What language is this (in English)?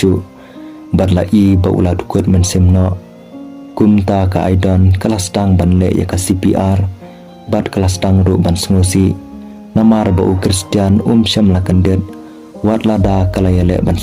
Khasi